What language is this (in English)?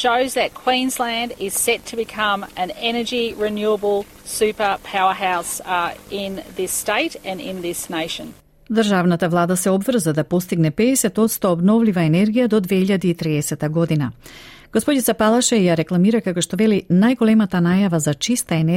Macedonian